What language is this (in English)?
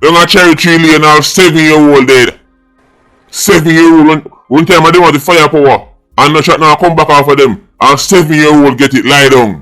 Jamaican Creole English